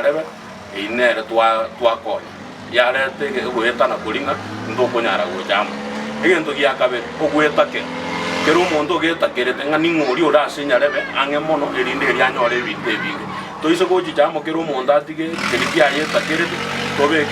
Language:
Gusii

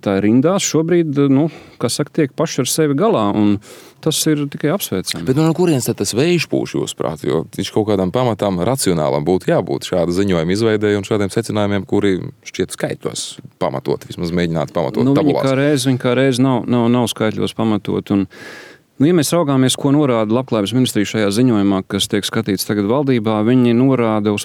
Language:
Latvian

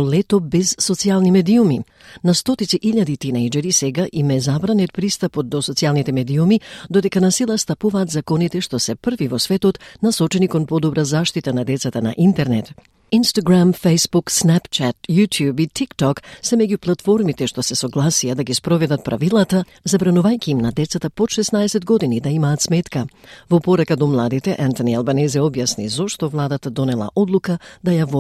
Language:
Macedonian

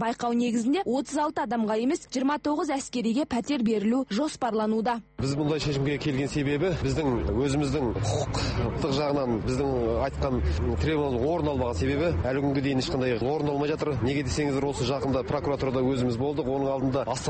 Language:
Kazakh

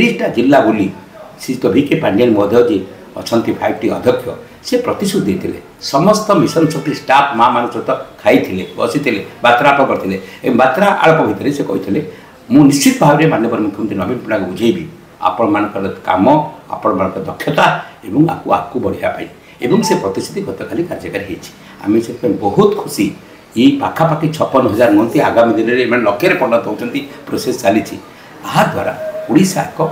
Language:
Odia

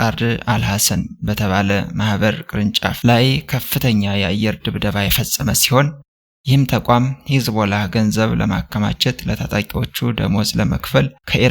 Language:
Amharic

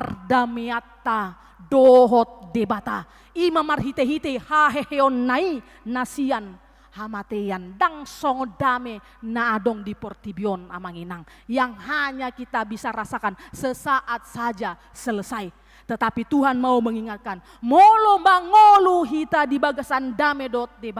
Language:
Batak Toba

